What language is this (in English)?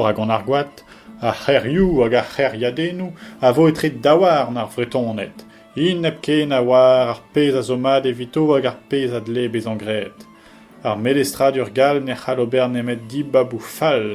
Breton